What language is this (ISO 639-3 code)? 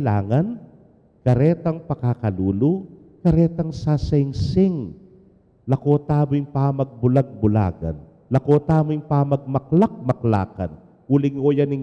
pam